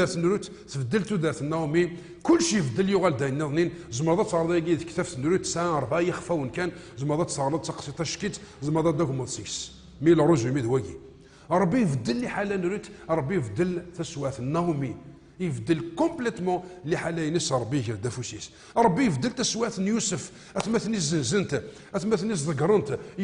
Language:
Kabyle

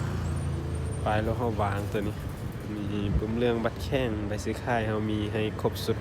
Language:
Lao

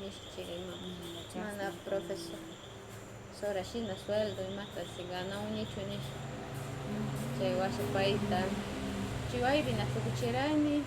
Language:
Northern Pastaza Quichua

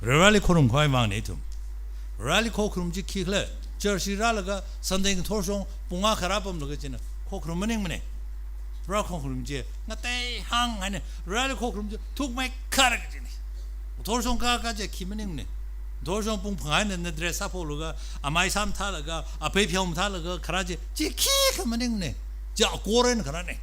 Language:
Tangkhul Naga (India)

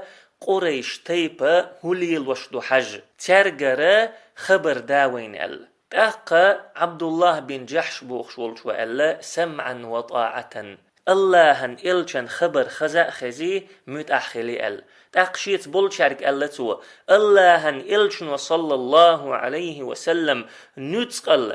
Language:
Chechen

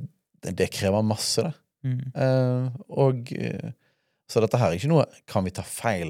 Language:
Norwegian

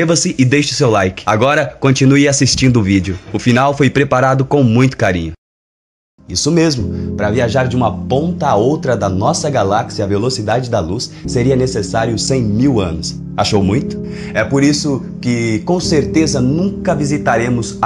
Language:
Portuguese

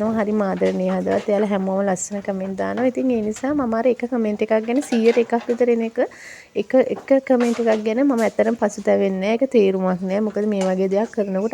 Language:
Sinhala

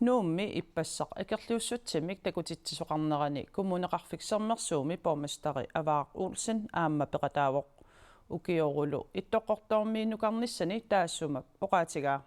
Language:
Kalaallisut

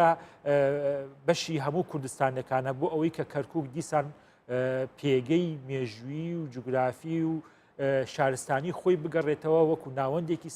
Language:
Central Kurdish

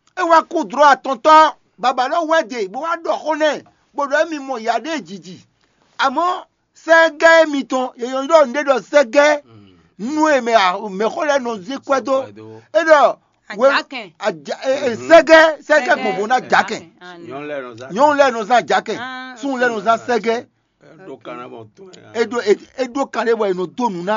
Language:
Fon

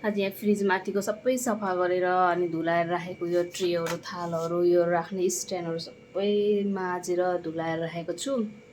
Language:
Nepali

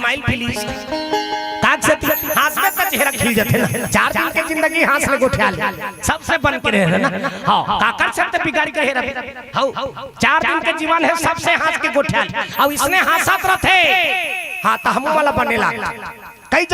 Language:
Chhattisgarhi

